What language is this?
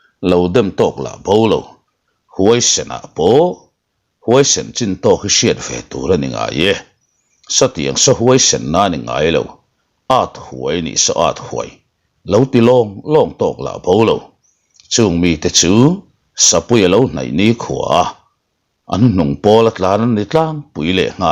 Mizo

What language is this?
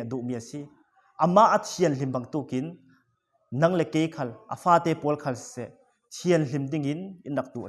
Falam Chin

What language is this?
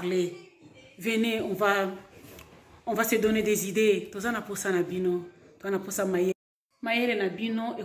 Lingala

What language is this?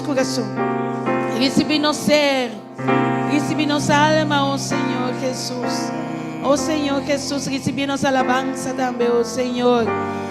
Papiamento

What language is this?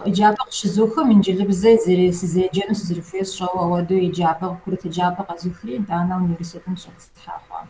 Kabardian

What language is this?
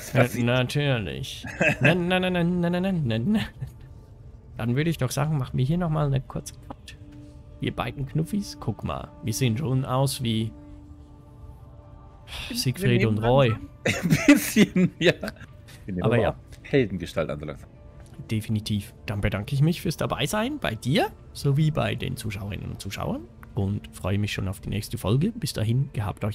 German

